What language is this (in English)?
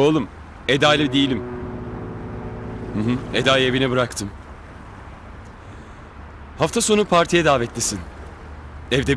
Turkish